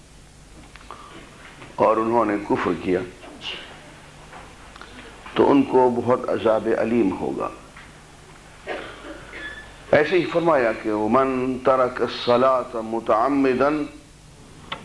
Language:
Urdu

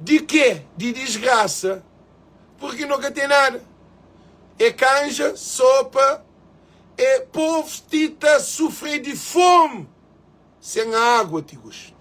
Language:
Kabuverdianu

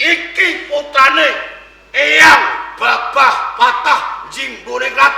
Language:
Javanese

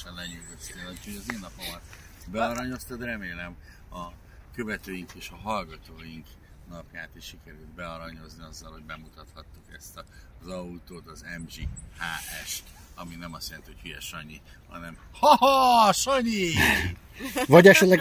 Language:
Hungarian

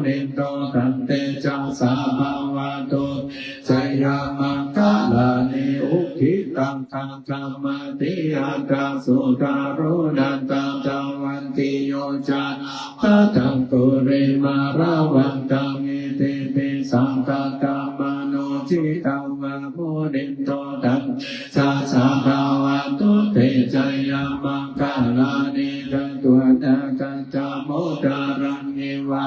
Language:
Pali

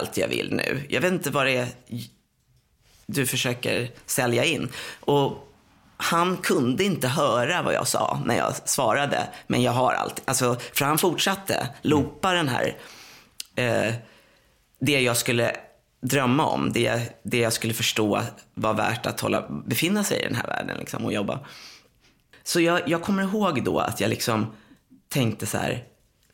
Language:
Swedish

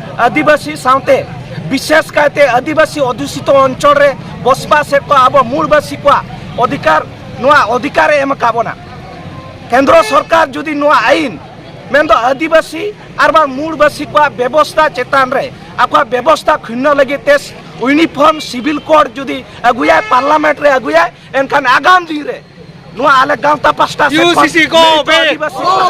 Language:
Santali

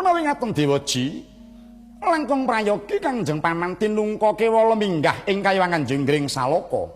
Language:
Javanese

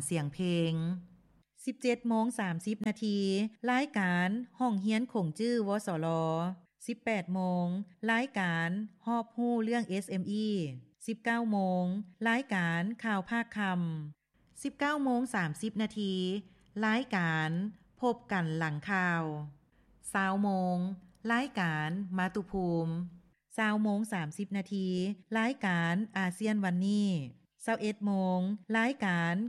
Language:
Lao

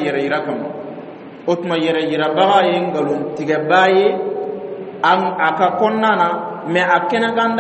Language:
Dyula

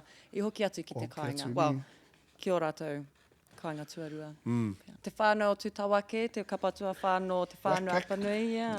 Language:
Māori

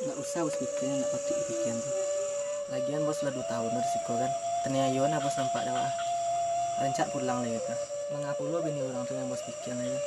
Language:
Minangkabau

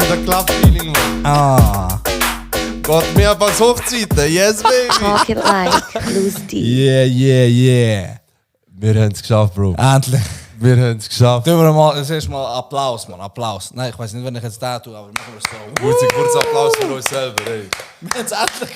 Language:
Swiss German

